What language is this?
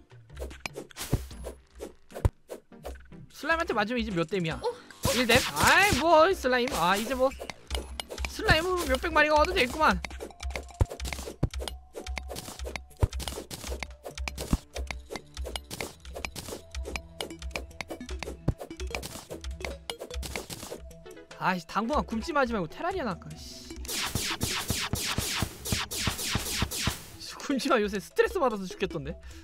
Korean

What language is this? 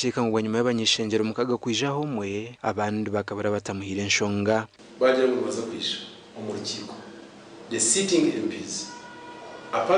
Nyankole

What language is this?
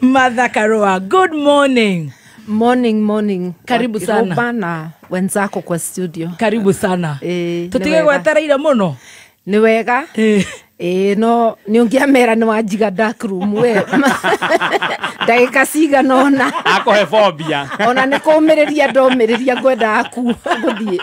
Kikuyu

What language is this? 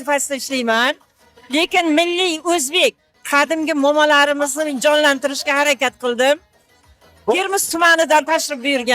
Uzbek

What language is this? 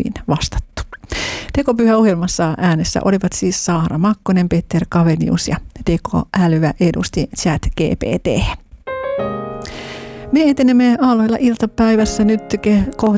Finnish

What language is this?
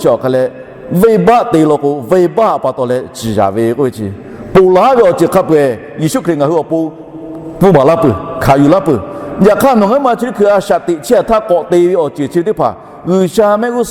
Lahu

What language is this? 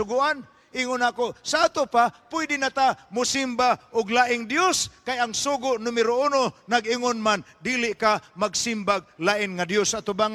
Cebuano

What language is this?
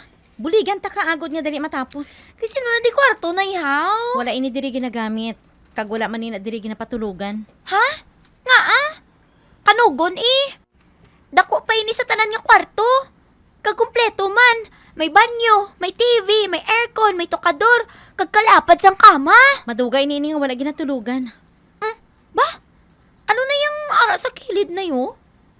Hiligaynon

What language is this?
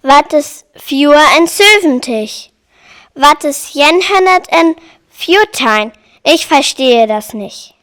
Northern Frisian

